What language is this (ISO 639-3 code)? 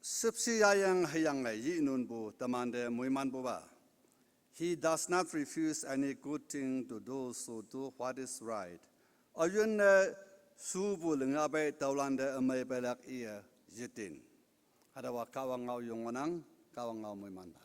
nbe